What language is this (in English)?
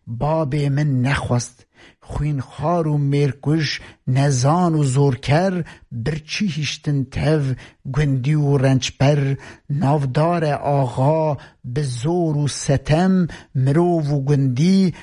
Kurdish